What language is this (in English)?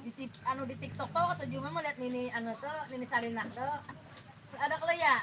Banjar